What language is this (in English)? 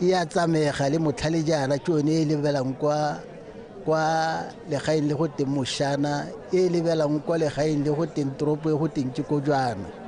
Tswana